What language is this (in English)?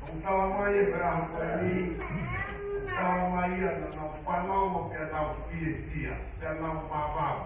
Tongan